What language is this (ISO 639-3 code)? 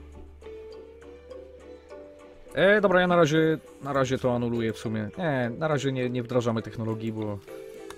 pol